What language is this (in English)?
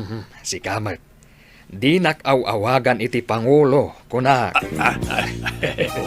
Iloko